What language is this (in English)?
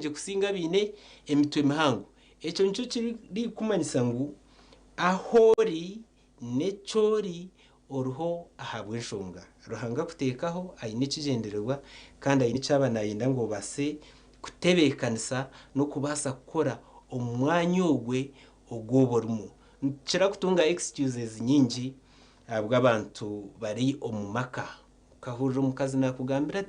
Nyankole